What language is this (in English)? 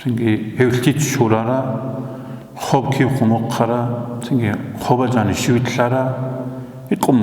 Avaric